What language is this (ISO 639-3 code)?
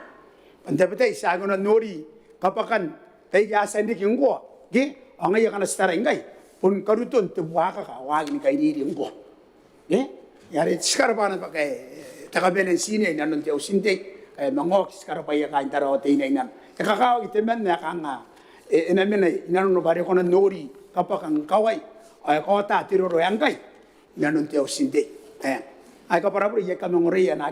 gil